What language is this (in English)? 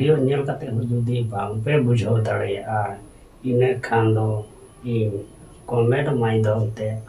Santali